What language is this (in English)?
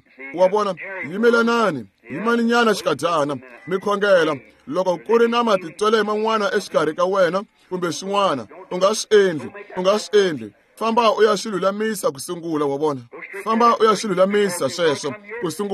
Tsonga